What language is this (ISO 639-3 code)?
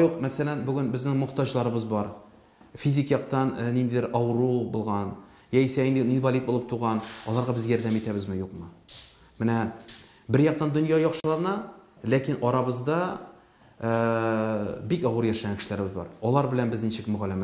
tat